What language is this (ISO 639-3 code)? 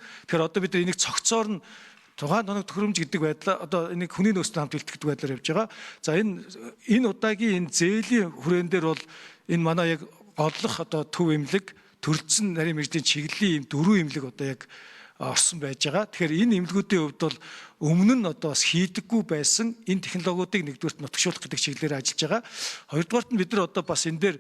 mon